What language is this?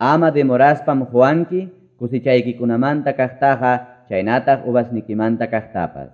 Quechua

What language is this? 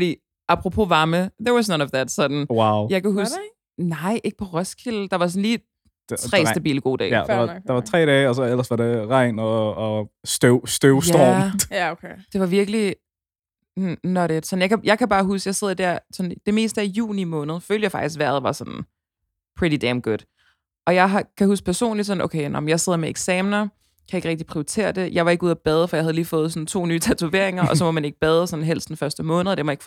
Danish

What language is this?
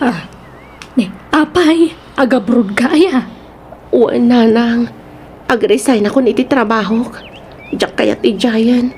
Iloko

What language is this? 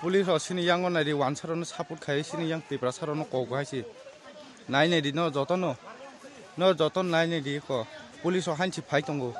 Kok Borok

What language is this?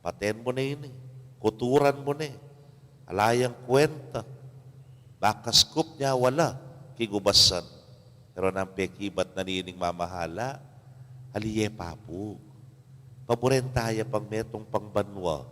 Pampanga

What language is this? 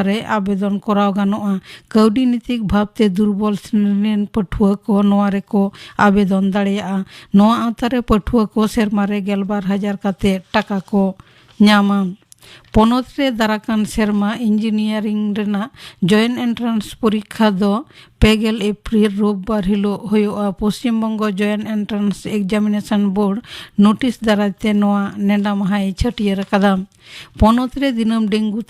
Santali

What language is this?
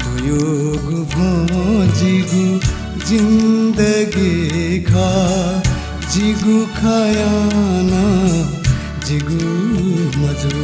Newari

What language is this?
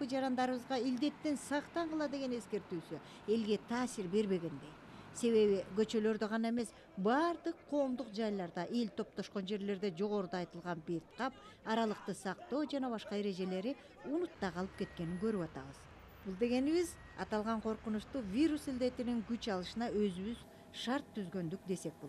Kyrgyz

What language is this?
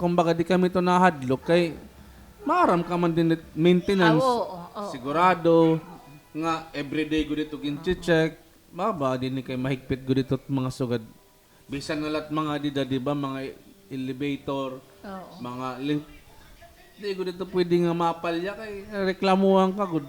Waray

